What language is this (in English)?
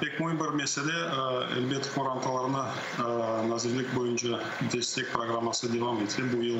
Crimean Tatar